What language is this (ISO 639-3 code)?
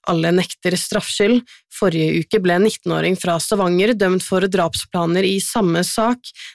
nor